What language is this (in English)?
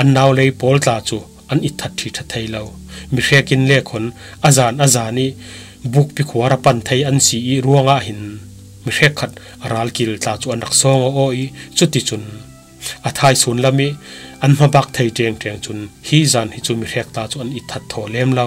Falam Chin